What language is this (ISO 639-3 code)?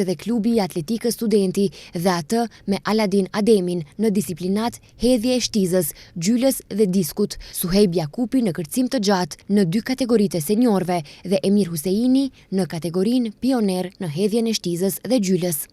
sqi